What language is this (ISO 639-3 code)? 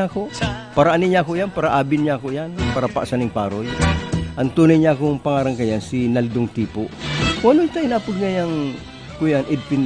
bik